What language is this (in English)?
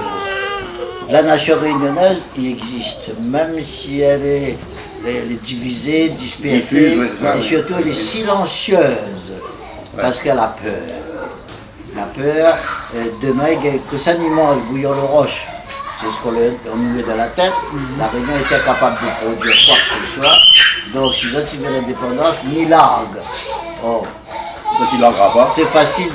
Réunion Creole French